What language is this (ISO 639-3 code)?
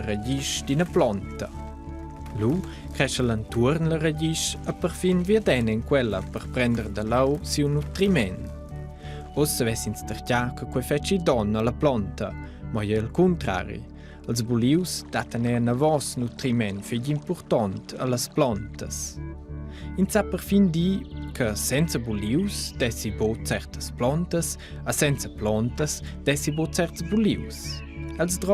roh